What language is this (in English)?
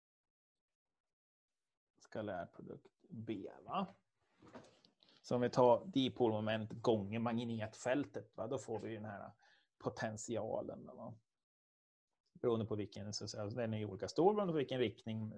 Swedish